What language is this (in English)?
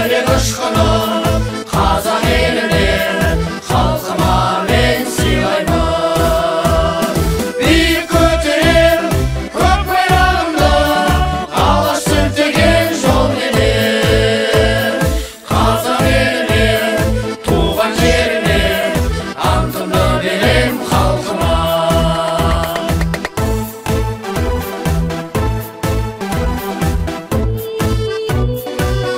Kazakh